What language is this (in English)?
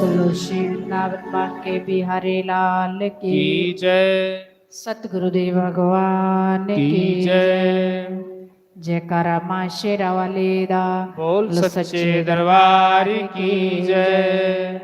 Dogri